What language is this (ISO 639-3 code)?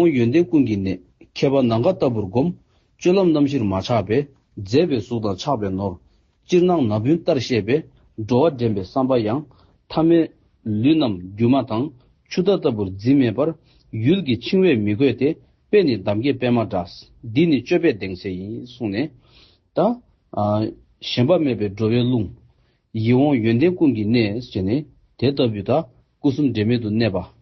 bod